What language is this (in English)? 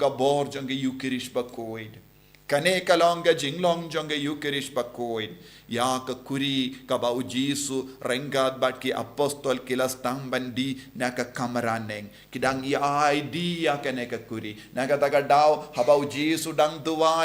Khasi